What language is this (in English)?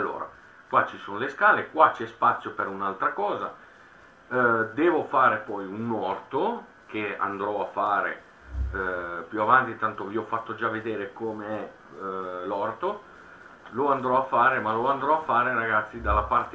Italian